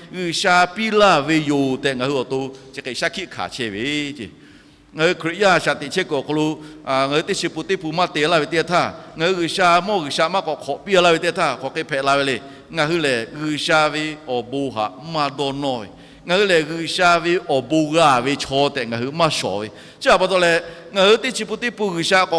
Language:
Lahu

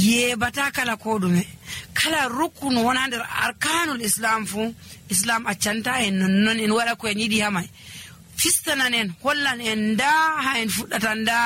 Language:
Nigerian Fulfulde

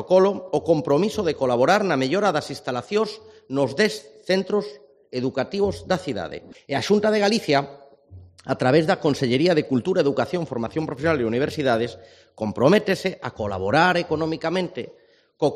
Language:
Galician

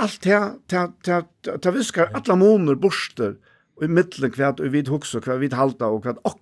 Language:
Faroese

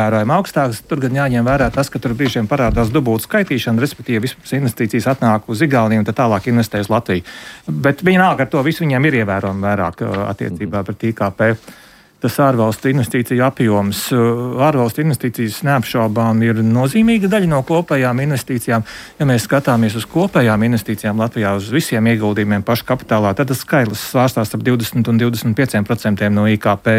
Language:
Latvian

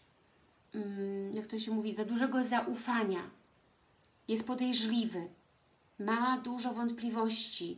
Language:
Polish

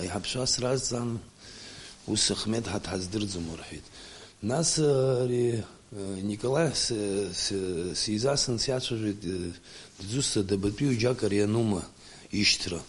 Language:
Abkhazian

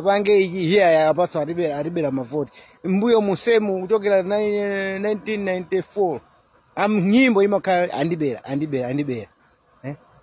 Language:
Nyanja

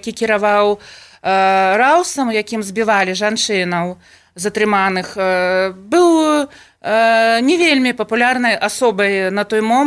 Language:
Belarusian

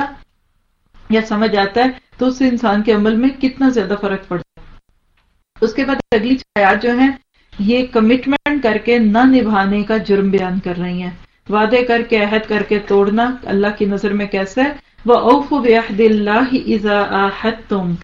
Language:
Urdu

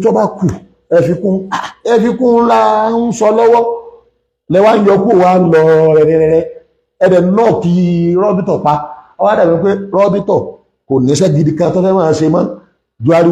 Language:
Yoruba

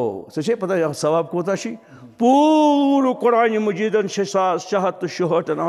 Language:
Kashmiri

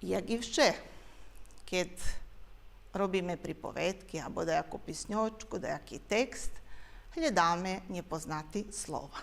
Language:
Rusyn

